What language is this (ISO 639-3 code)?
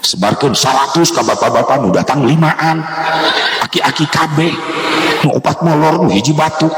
sun